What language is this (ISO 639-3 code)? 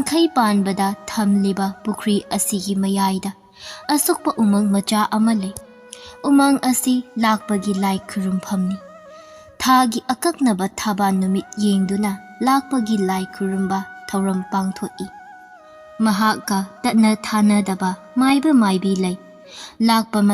mni